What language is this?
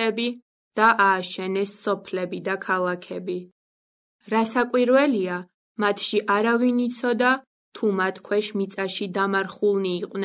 Georgian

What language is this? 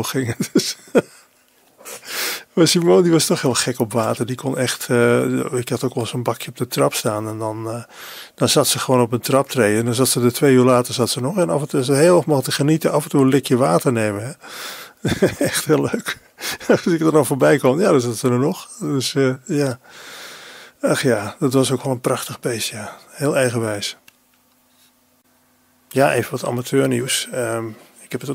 Dutch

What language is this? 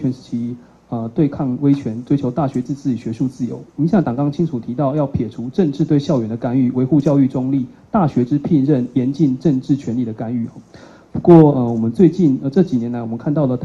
Chinese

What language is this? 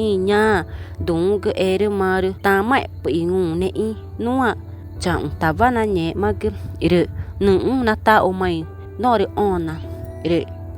Ticuna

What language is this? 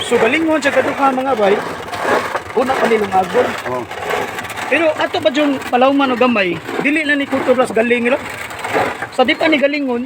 Cebuano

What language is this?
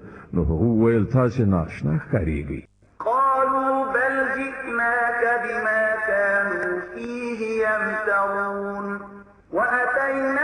Pashto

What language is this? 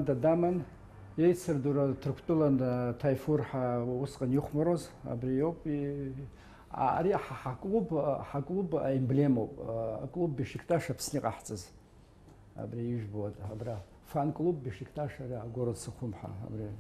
Abkhazian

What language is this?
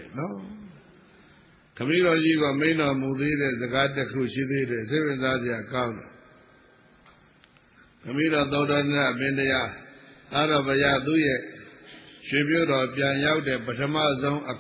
Burmese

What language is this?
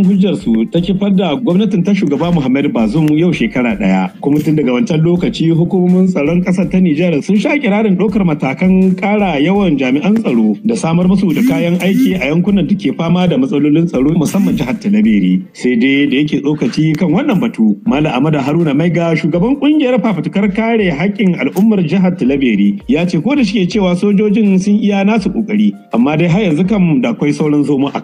Hausa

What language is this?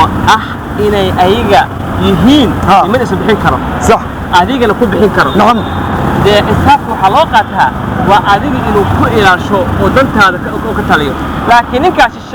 Somali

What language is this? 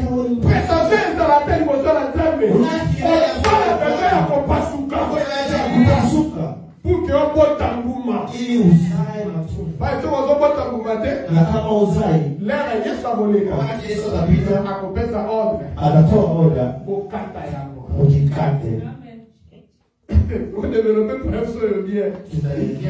Swahili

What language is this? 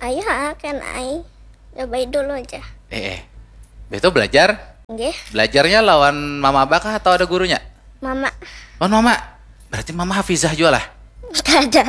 Banjar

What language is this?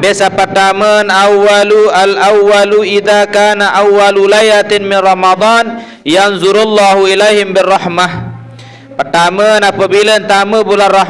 Sasak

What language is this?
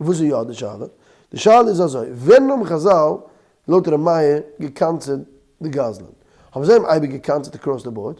Yiddish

